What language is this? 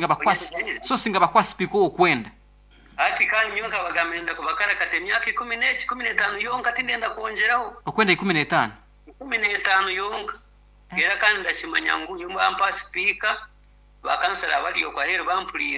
Nyankole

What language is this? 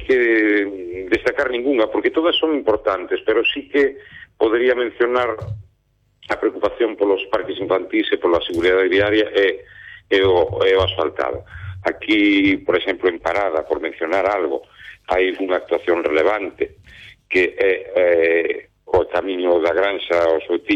Galician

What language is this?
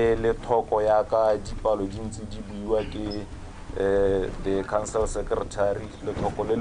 Tswana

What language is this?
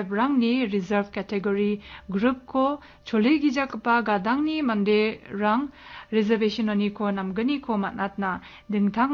Garo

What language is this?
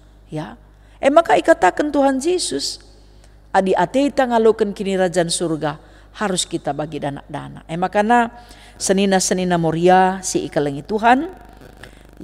Batak Karo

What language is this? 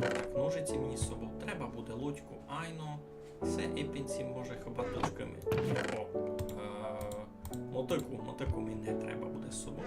Rusyn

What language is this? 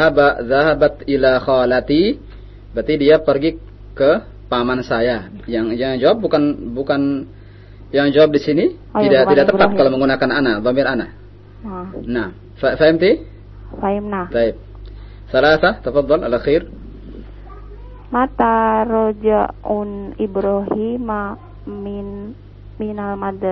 Indonesian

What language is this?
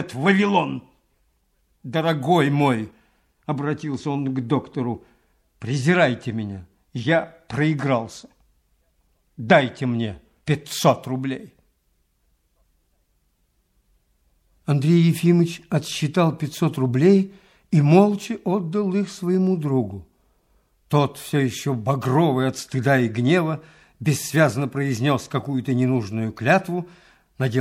Russian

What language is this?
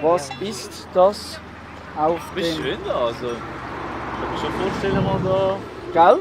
Swiss German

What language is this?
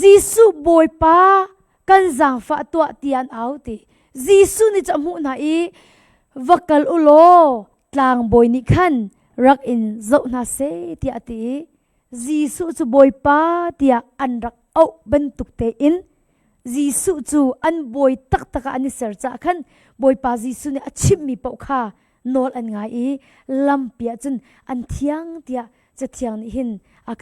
Hakha Chin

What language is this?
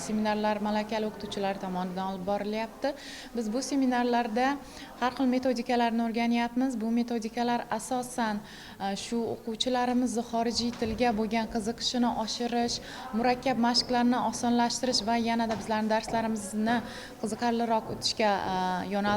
Uzbek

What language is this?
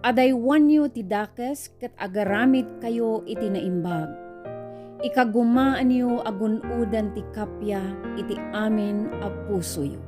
Iloko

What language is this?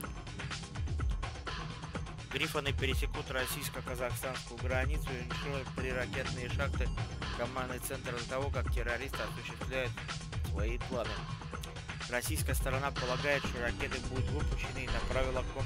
Russian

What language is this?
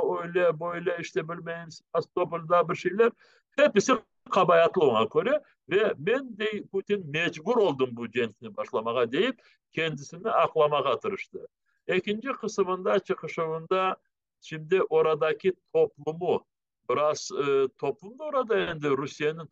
Crimean Tatar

